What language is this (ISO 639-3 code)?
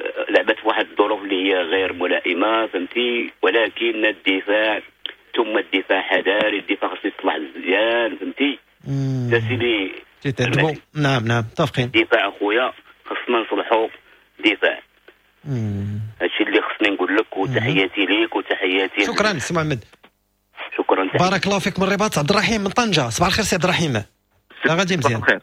ary